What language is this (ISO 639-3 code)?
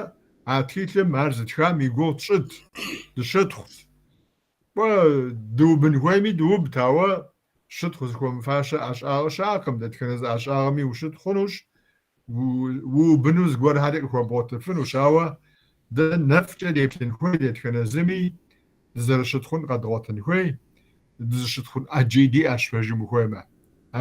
kbd